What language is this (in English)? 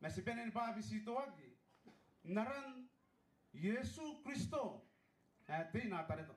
Gilbertese